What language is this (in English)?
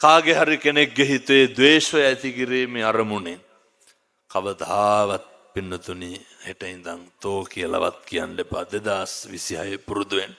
Sinhala